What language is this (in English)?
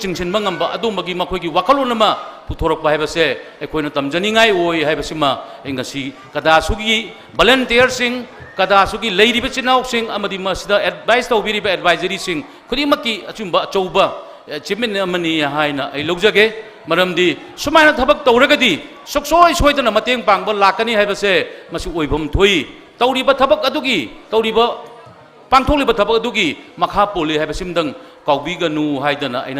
Manipuri